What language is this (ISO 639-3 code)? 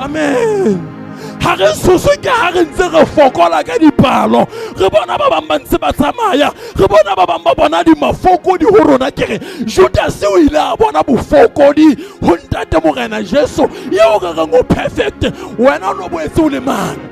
sot